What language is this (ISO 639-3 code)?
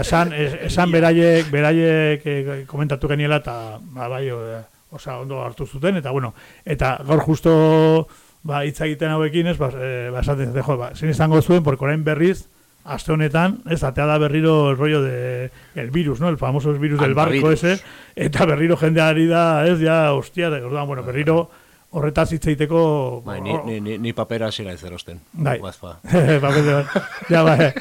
eus